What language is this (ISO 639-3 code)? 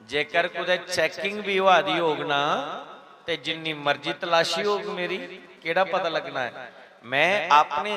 doi